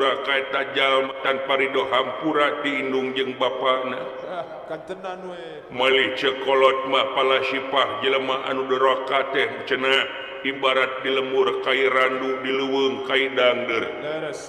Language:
Sundanese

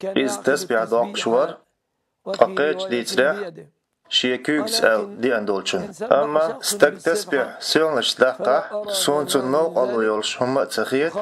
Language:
Chechen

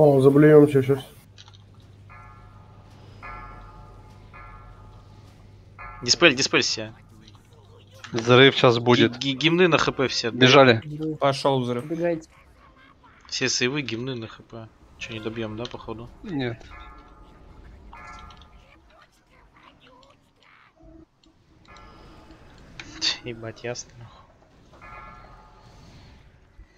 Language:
Russian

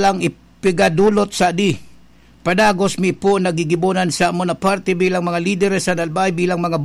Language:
Bikol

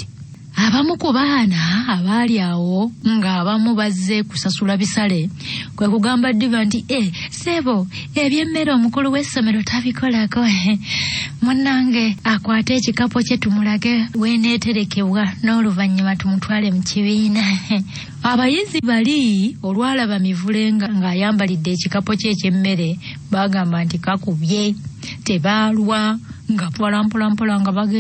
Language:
Ganda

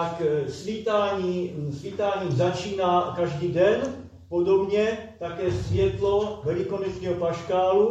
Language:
Czech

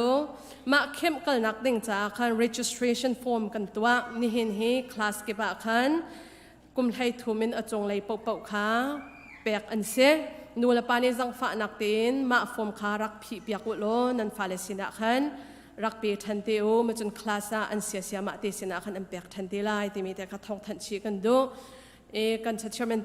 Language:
Hakha Chin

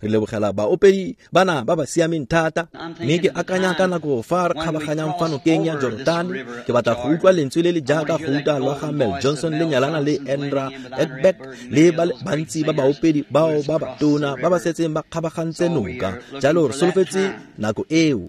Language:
Tswana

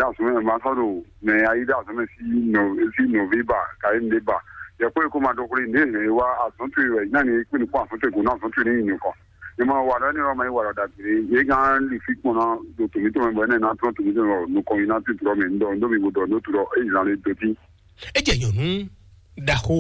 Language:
Fon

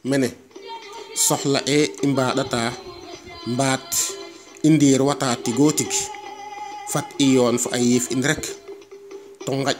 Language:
Serer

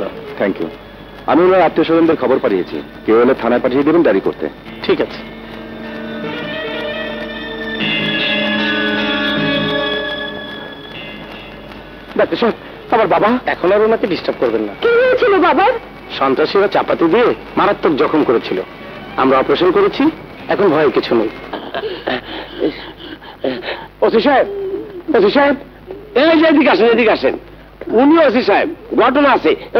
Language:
Bangla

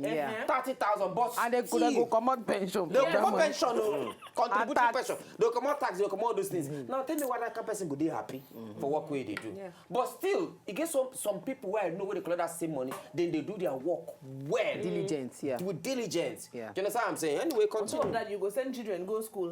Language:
Nigerian Pidgin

